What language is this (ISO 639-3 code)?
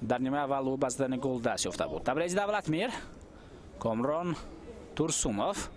tgk